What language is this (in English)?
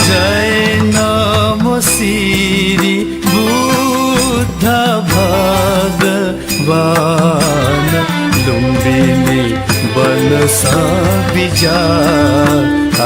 Newari